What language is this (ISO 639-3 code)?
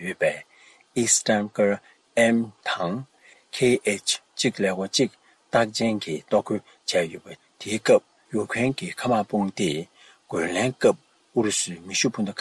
bod